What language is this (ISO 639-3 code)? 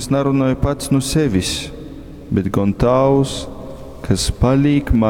ltg